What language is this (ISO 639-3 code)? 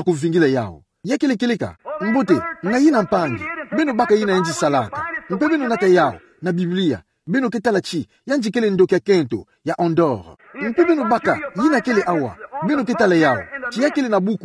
ktu